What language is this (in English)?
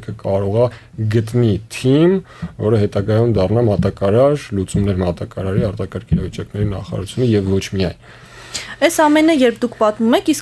Armenian